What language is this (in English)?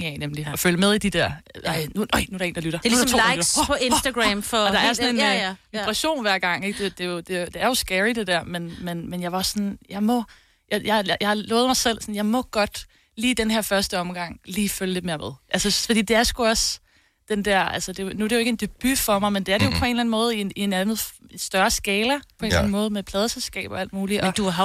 Danish